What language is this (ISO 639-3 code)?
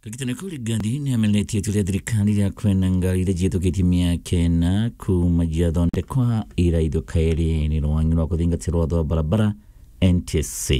mer